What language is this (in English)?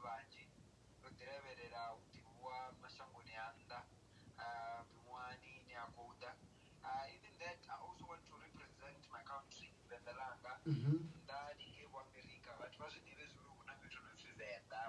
Venda